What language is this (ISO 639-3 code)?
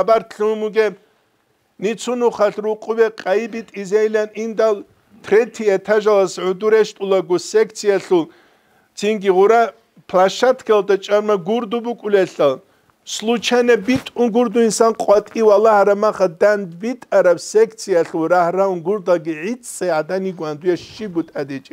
ava